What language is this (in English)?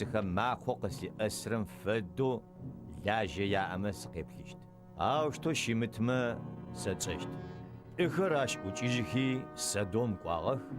Adyghe